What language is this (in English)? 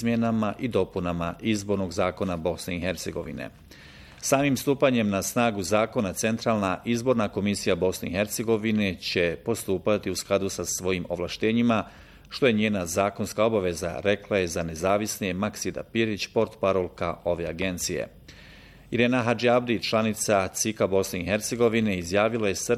Bosnian